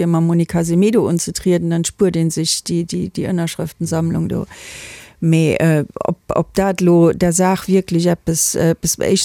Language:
Luxembourgish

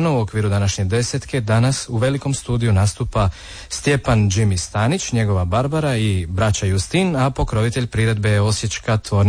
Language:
Croatian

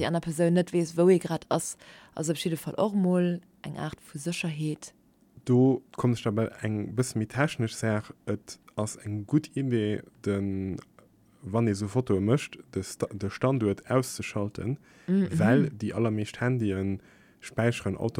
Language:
Luxembourgish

